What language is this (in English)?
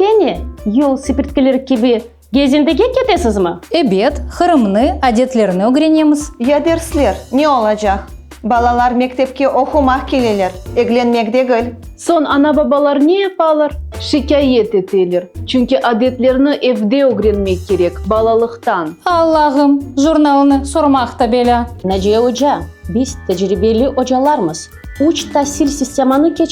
Crimean Tatar